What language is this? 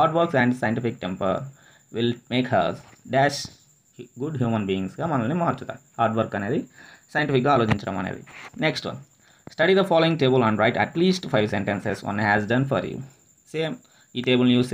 Telugu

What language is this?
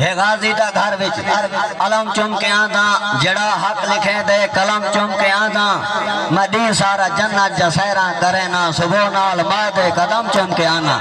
Saraiki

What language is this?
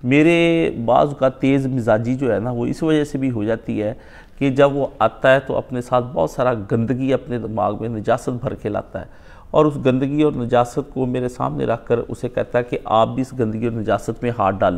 Urdu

